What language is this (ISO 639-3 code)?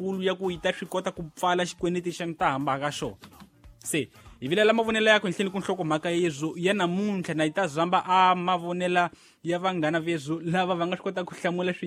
tso